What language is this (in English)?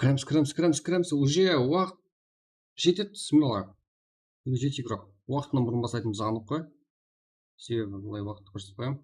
Kara-Kalpak